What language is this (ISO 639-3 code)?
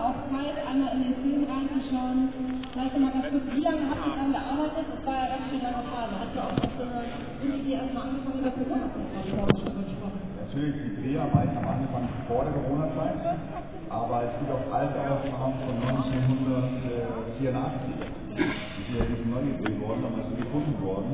deu